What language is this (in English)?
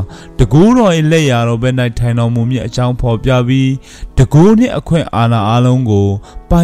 Burmese